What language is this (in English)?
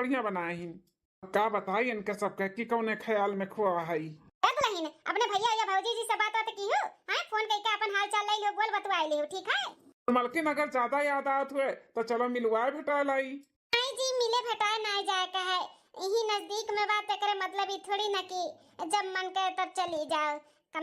Awadhi